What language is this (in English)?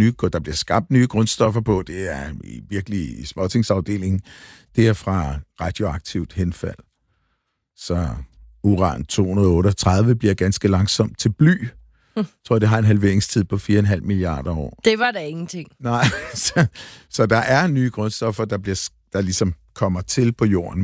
Danish